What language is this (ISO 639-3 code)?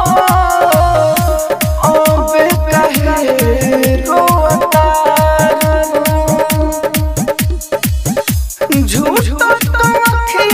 bho